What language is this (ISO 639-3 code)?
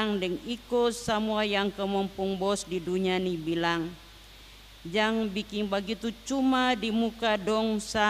abs